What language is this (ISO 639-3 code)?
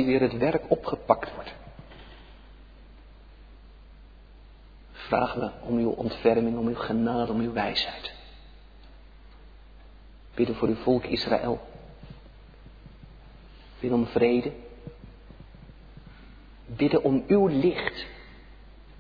nld